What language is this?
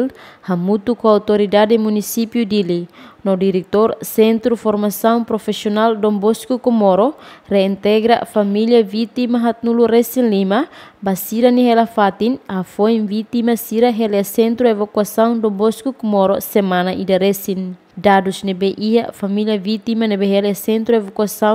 Tetum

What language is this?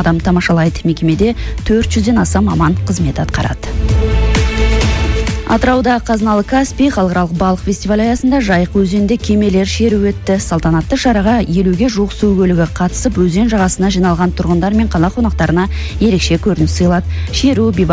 Kazakh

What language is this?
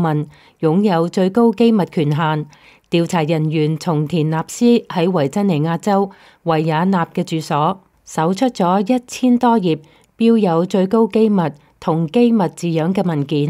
Cantonese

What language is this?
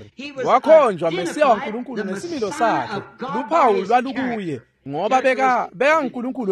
Swati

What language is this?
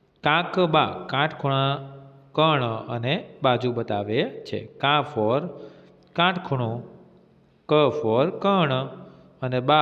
Gujarati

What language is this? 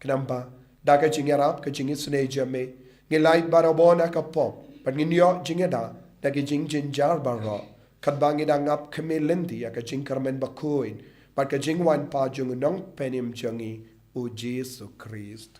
Khasi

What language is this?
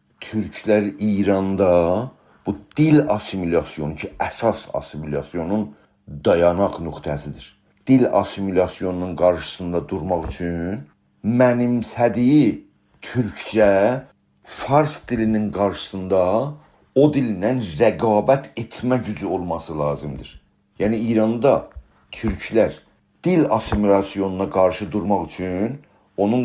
South Azerbaijani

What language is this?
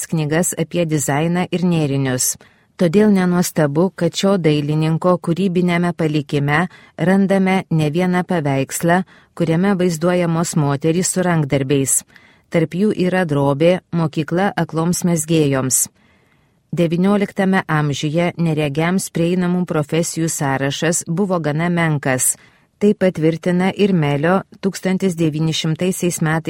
Lithuanian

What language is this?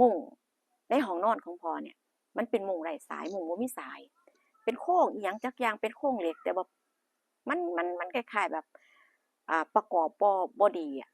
Northeastern Thai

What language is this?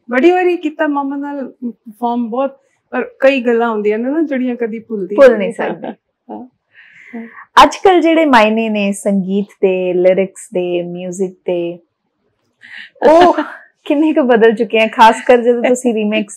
Punjabi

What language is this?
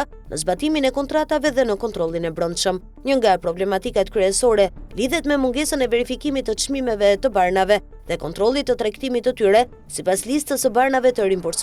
Albanian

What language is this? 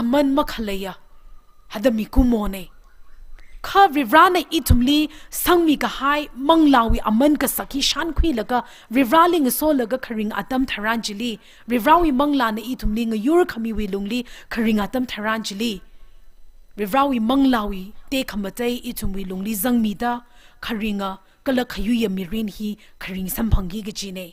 Tangkhul Naga (India)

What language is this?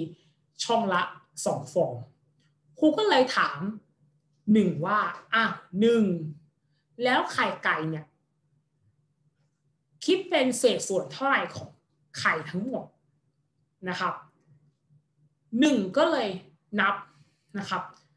Thai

